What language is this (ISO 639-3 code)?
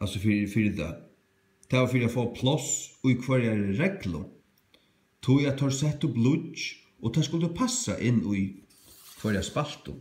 fao